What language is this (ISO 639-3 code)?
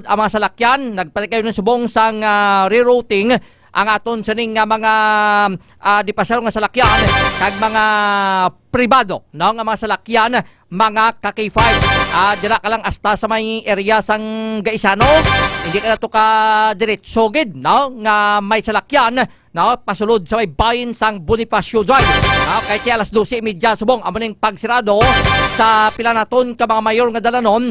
hil